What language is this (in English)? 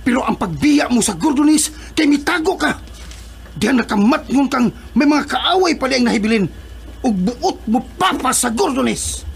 Cebuano